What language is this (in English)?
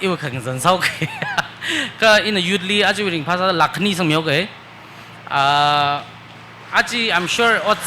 Tangkhul Naga (India)